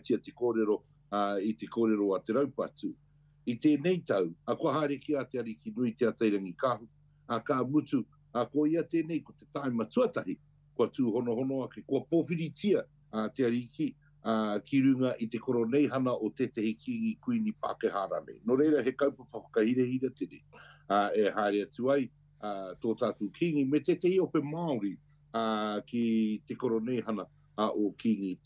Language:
Māori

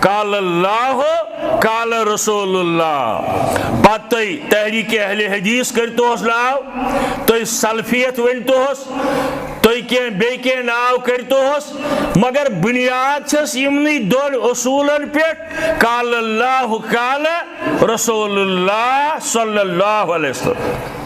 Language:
Kashmiri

